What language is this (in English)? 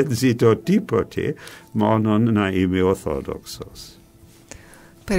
Greek